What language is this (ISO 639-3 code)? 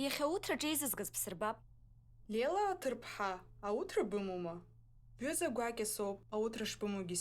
abk